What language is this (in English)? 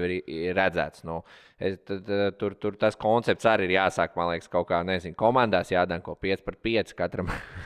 Latvian